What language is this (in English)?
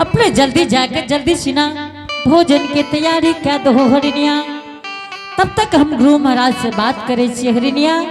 Angika